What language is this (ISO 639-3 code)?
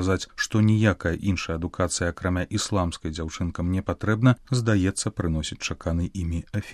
bel